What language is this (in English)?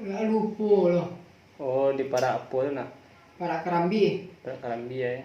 Minangkabau